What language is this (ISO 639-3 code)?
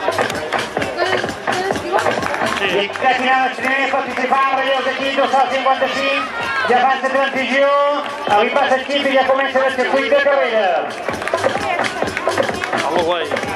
cat